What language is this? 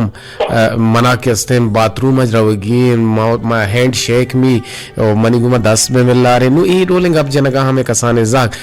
Eastern Balochi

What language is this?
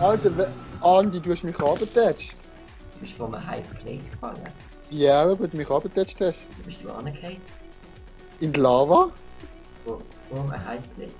Swiss German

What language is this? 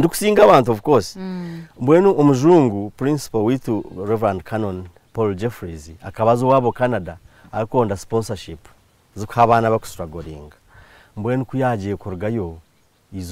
Nyankole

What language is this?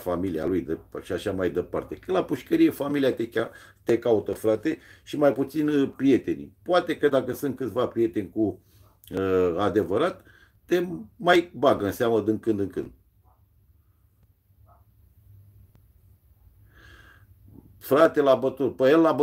Romanian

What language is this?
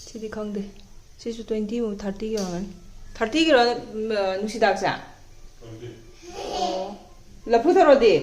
Manipuri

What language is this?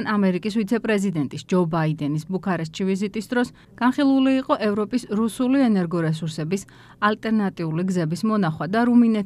Georgian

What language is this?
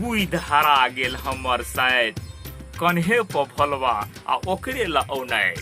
Maithili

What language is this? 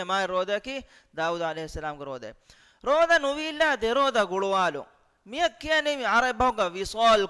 Divehi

